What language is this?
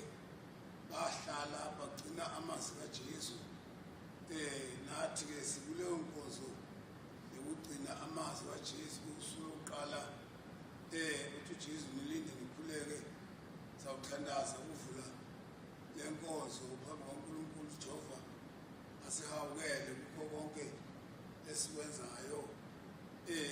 Zulu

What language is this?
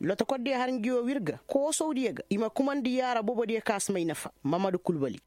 Zarma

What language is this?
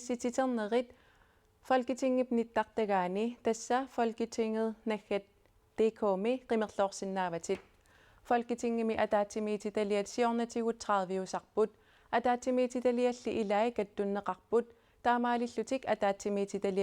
Kalaallisut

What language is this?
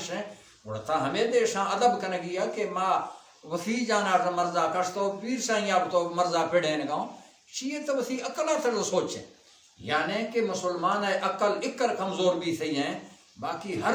Baluchi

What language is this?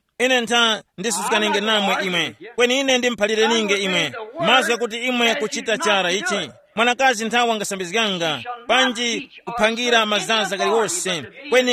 Tumbuka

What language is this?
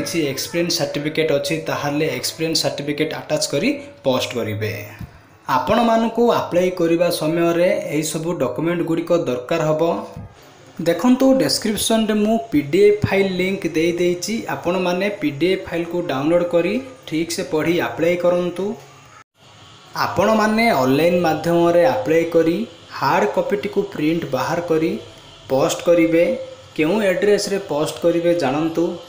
Odia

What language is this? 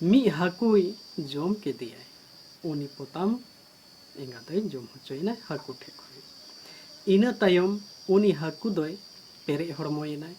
Santali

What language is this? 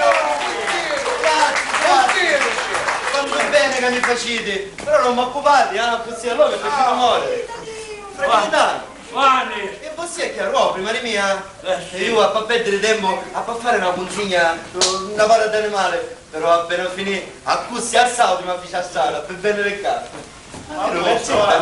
Sicilian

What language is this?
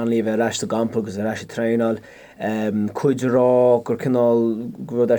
Irish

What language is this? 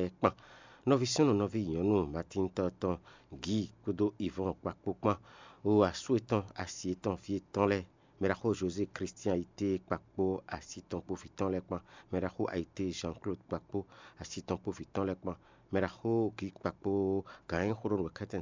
Fon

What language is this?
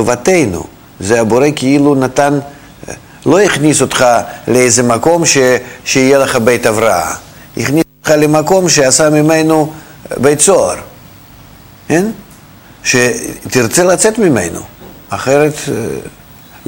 Hebrew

